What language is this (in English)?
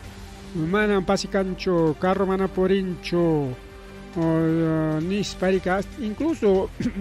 Ayacucho Quechua